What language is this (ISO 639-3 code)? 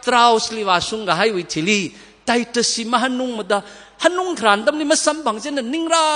nmf